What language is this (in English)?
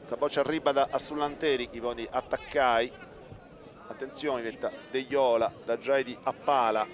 Sardinian